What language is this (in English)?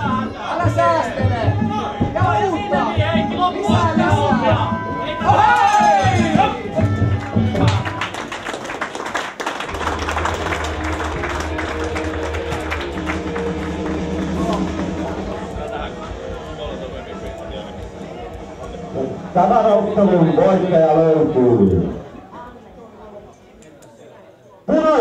Finnish